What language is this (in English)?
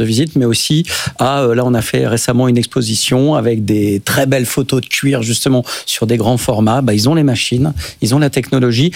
French